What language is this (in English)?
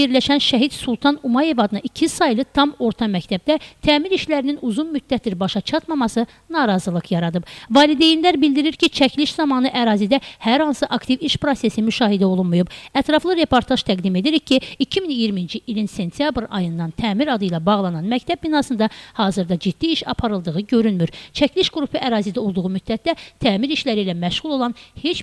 Azerbaijani